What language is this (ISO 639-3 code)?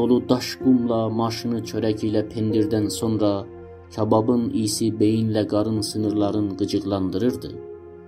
azb